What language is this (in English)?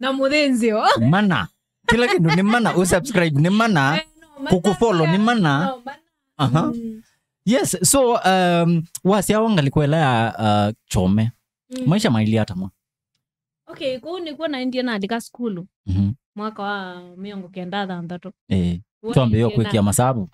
Kamba